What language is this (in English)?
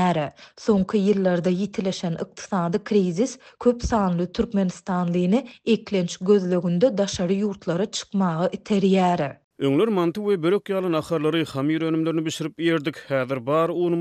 Turkmen